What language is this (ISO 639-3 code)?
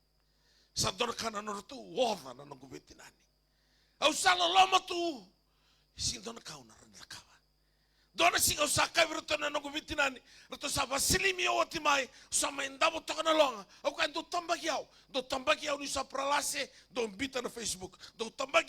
fij